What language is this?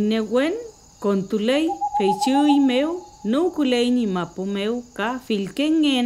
Mapuche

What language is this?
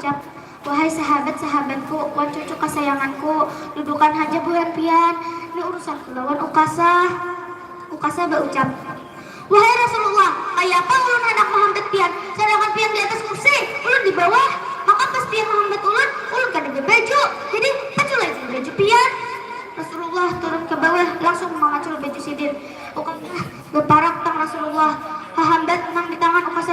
Banjar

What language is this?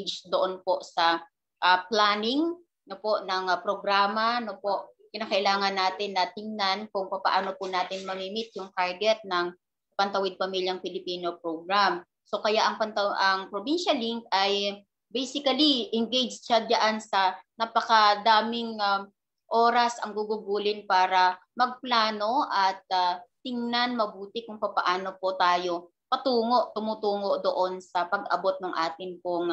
Filipino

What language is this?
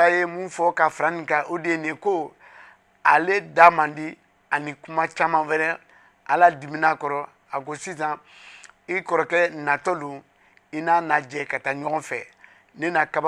Bambara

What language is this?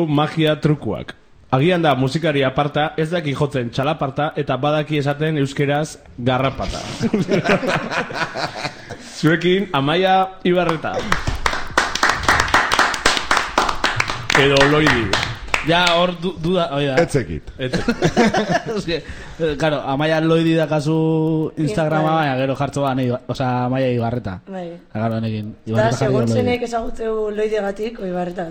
Basque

